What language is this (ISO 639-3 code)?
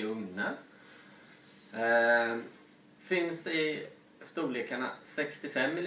swe